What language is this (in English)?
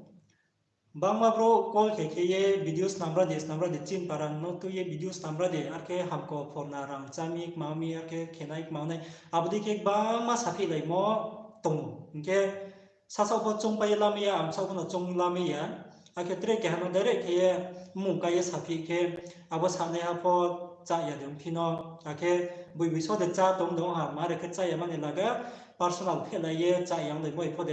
Riang (India)